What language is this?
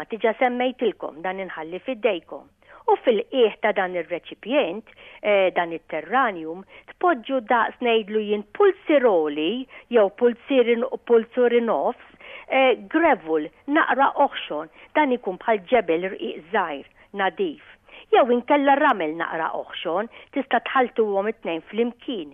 Maltese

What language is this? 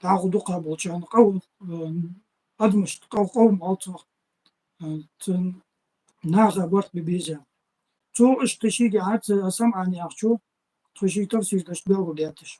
Ingush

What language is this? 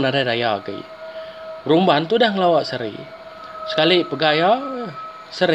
Iban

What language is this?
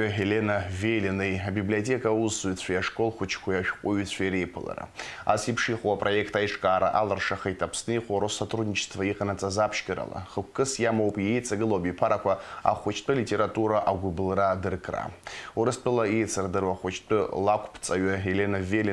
Abkhazian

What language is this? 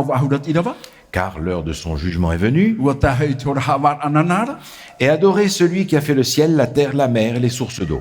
Tahitian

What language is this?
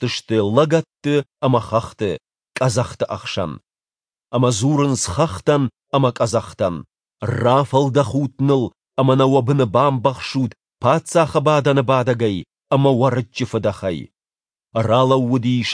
Ossetic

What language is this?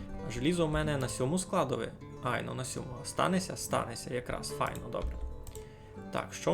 Rusyn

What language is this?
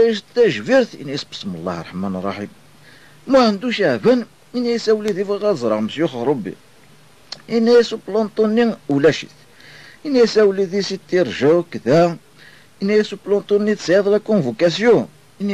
Kabyle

